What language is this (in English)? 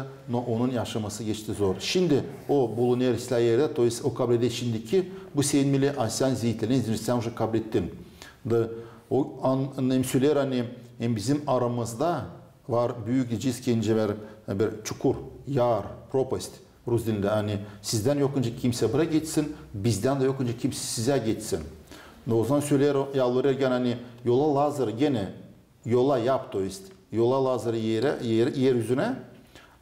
Gagauz